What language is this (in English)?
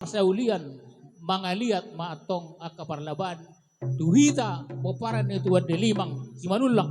Batak Toba